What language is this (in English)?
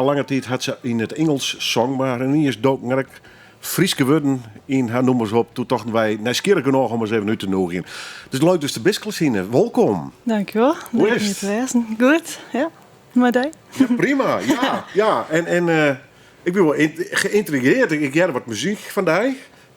Western Frisian